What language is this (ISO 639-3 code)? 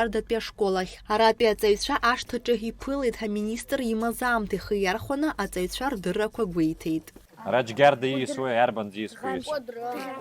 abk